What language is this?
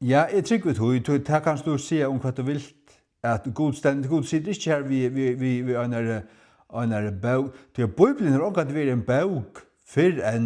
Faroese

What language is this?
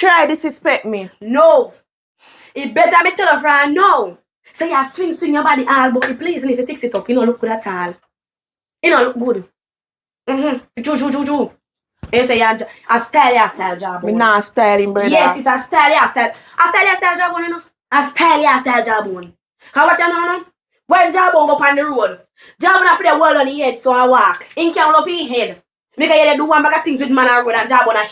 Jamaican Creole English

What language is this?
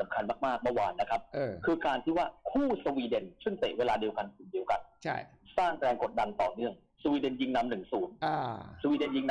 Thai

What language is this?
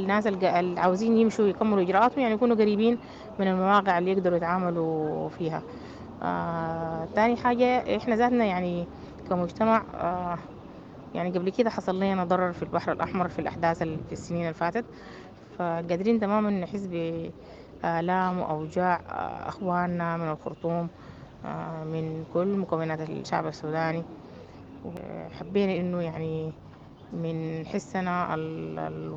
Sudanese Arabic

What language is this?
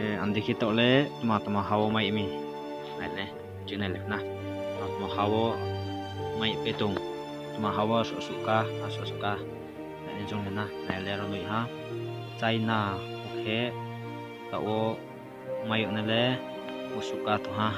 Riang (India)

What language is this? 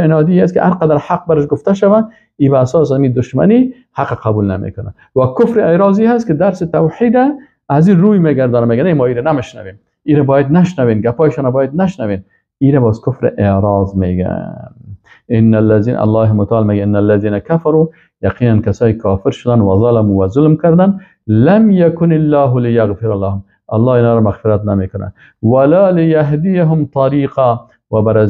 Persian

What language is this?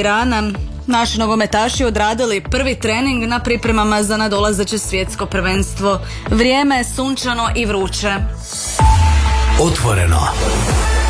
Croatian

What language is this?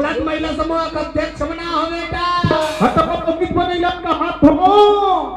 Chhattisgarhi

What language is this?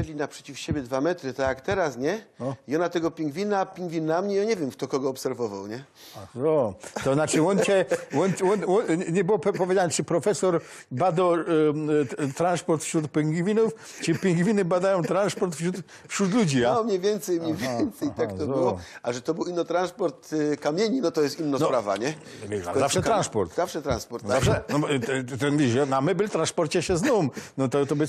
Silesian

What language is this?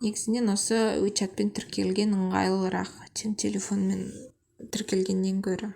Kazakh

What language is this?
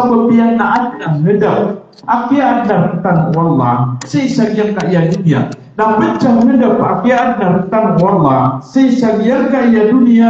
Maranao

